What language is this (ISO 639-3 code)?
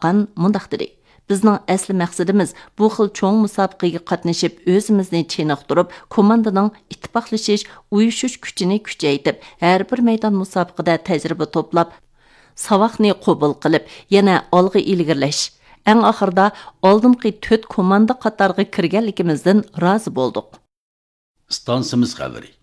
uig